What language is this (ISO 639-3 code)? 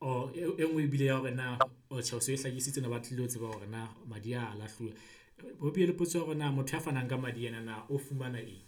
sot